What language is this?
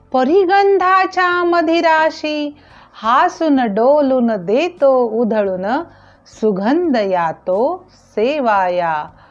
Marathi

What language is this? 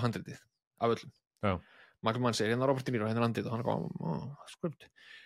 Icelandic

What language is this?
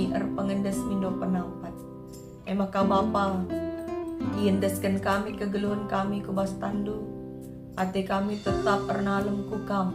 Batak Karo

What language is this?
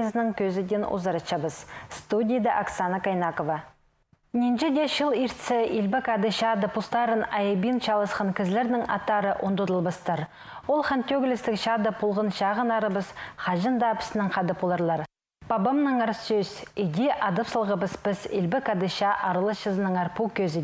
Khakas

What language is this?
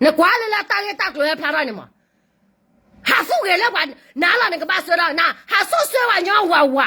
S'gaw Karen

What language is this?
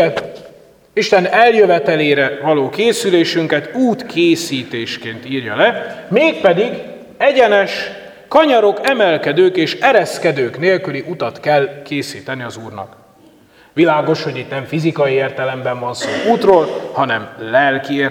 Hungarian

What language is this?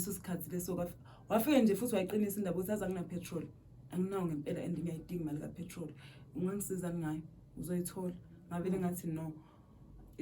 Zulu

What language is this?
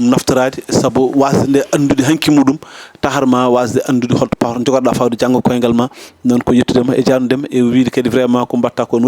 Fula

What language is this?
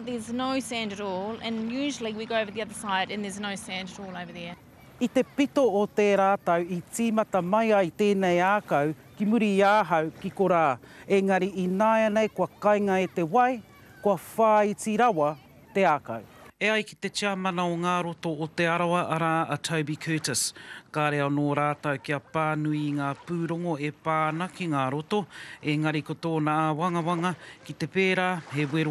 Māori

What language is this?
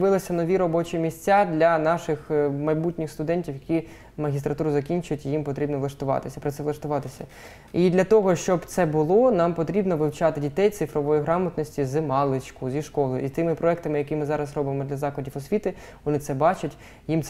Ukrainian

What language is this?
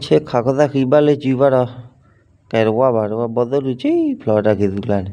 S'gaw Karen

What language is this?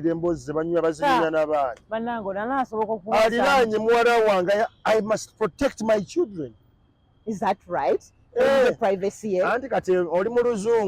Ganda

